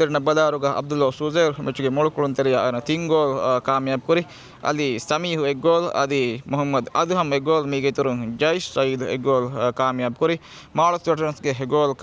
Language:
Divehi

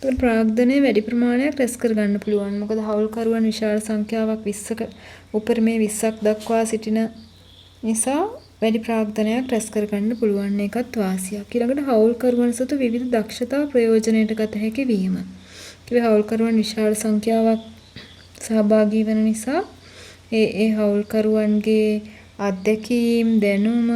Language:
Sinhala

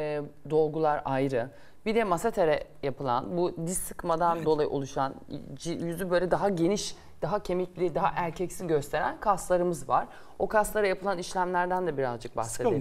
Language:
Turkish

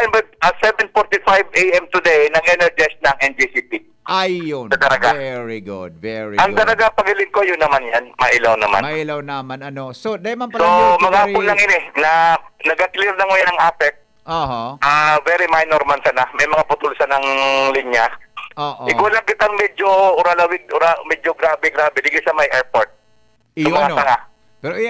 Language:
Bikol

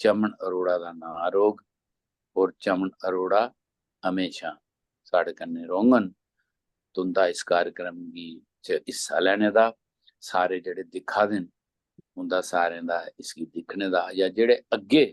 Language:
Dogri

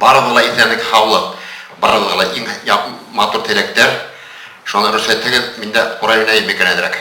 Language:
Bashkir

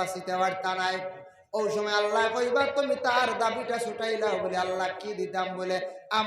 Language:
Sylheti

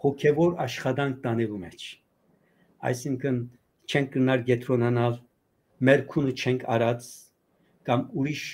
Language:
Western Armenian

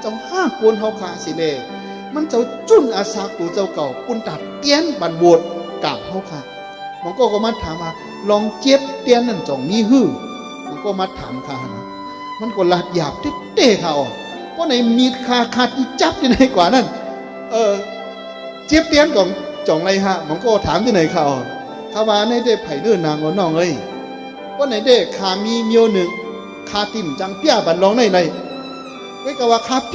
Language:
Shan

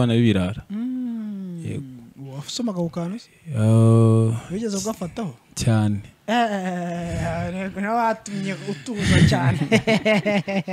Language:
Kinyarwanda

